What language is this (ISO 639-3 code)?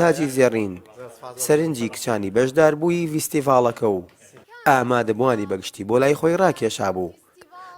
ckb